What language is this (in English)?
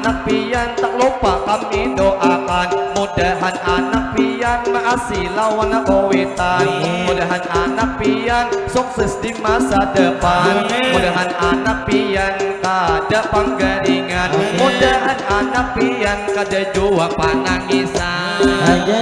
Banjar